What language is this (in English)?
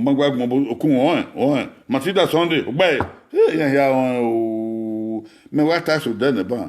Bini